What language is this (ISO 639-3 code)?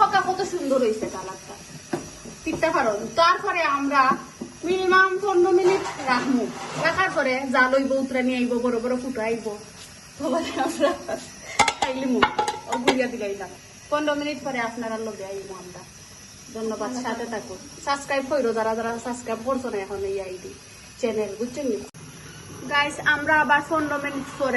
syl